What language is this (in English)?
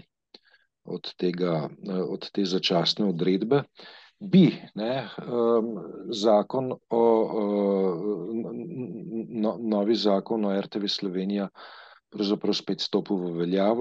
Slovenian